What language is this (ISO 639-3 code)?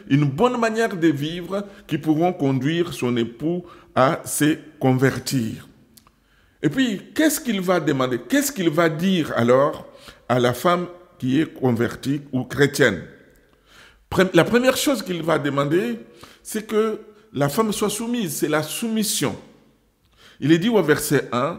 fra